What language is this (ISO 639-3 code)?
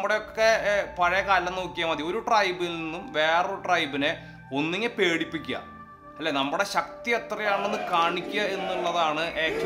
mal